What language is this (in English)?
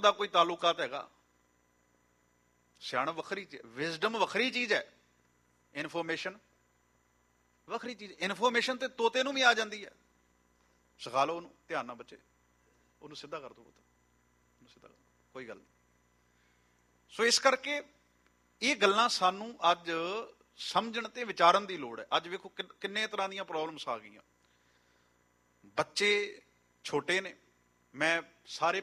Punjabi